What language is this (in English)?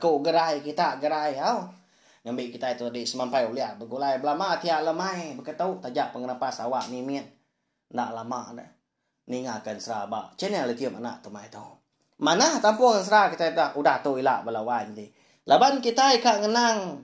Iban